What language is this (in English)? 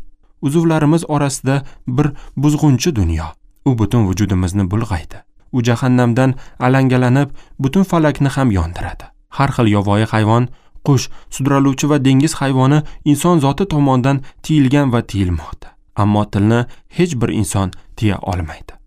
Uzbek